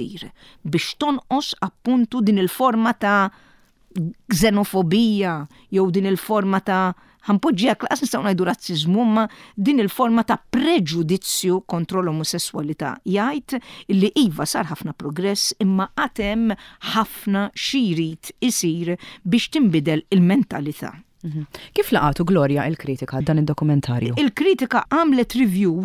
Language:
Maltese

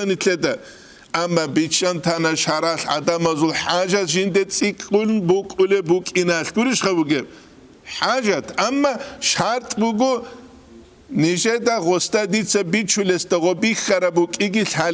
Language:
Avaric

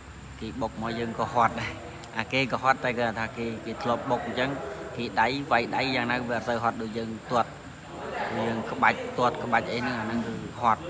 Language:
Khmer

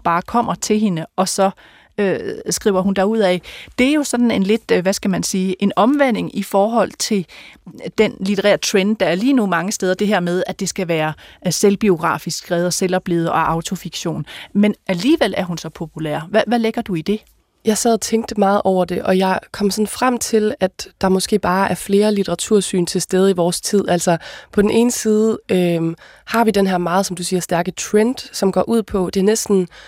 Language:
Danish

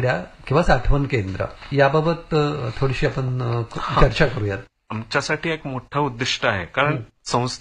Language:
Marathi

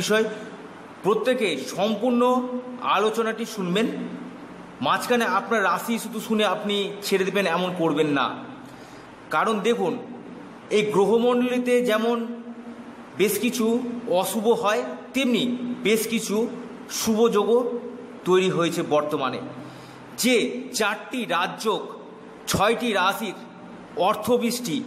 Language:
Bangla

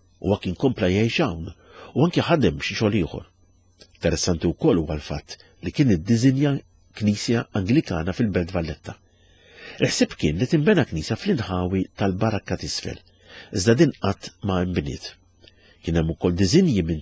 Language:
Maltese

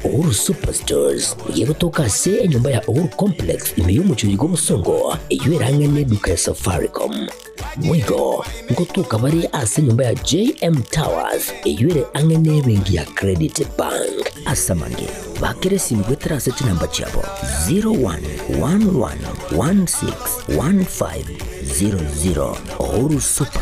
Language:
Gusii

